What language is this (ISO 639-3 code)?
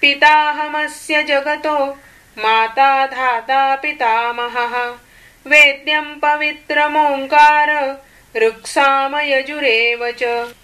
san